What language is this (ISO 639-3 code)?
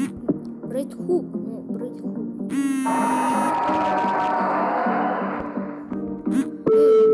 rus